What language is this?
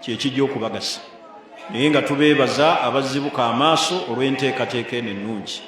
Ganda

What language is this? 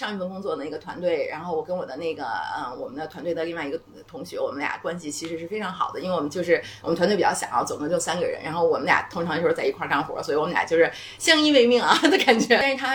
Chinese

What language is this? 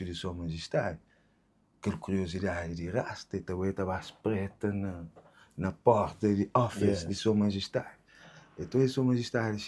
Kabuverdianu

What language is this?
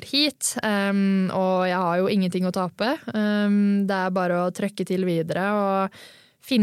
Norwegian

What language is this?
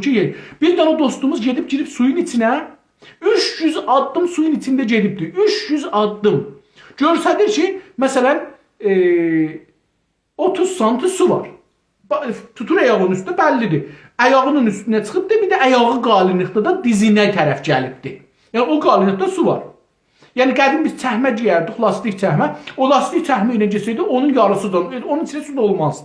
South Azerbaijani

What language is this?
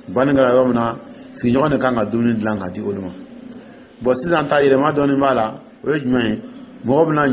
Dyula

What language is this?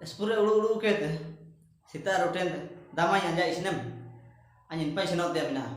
Ho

